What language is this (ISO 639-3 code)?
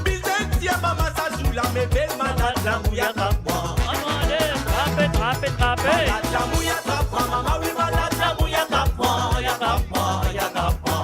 mfe